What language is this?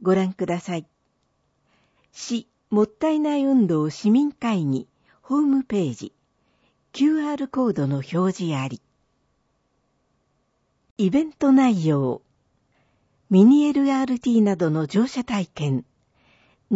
Japanese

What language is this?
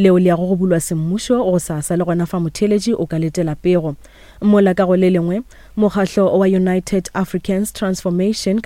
Northern Sotho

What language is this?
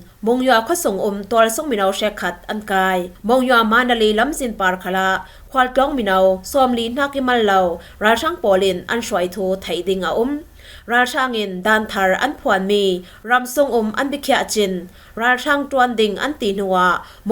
Falam Chin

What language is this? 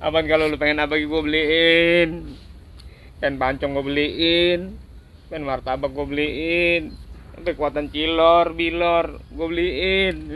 Betawi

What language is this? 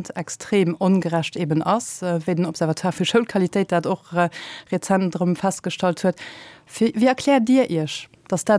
Luxembourgish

